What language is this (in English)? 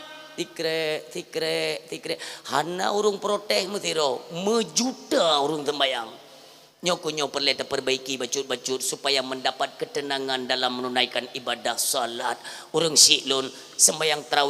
Achinese